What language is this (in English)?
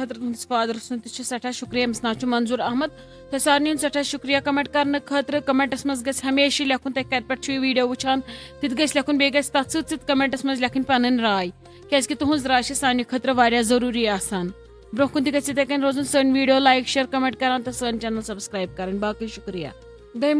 Kashmiri